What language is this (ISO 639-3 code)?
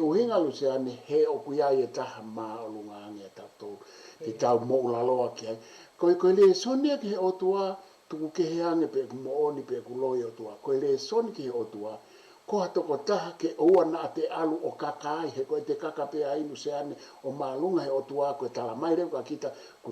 ton